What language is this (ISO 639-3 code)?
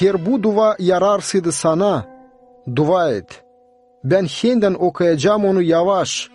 gag